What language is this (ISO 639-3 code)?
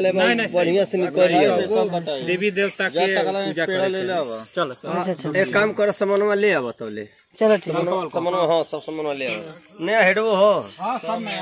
bho